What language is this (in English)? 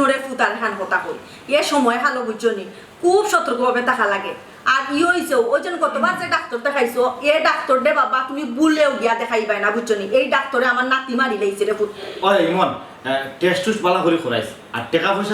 Sylheti